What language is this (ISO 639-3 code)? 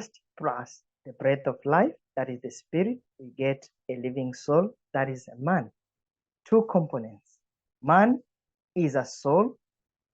eng